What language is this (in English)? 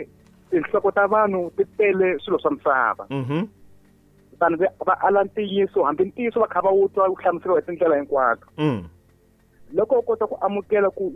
Tsonga